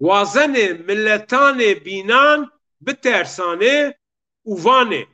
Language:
Zaza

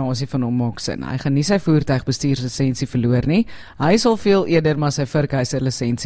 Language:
Afrikaans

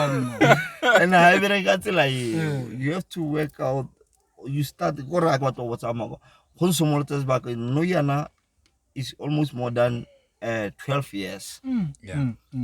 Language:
Tswana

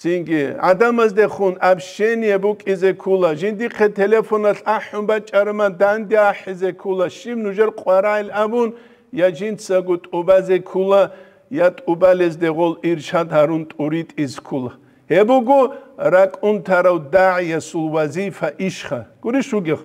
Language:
Avaric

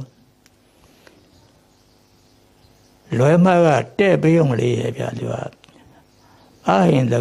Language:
Burmese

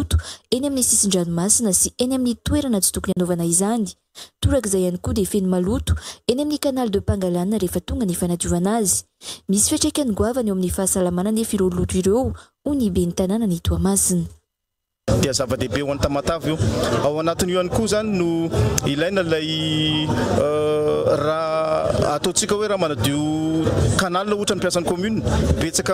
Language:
Malagasy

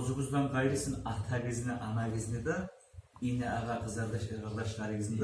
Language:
Kumyk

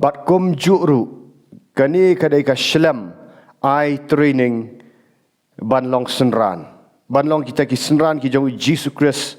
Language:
Khasi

